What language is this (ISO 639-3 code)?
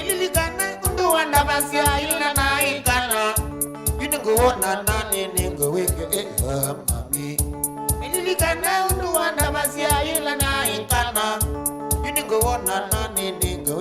kam